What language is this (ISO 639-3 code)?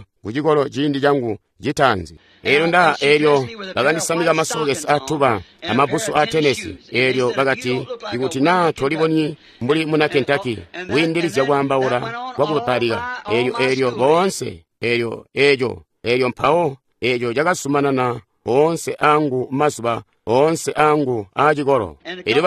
toi